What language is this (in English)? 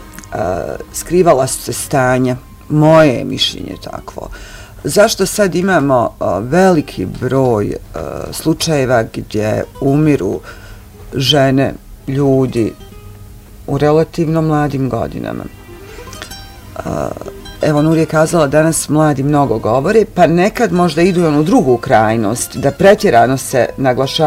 Bosnian